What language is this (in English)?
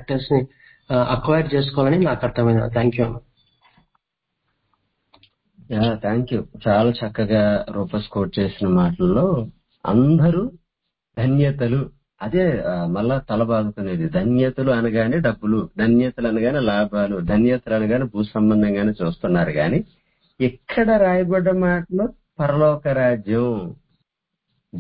Telugu